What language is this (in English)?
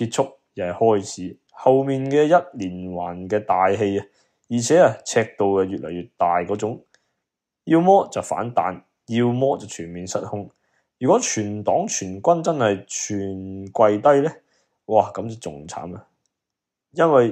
Cantonese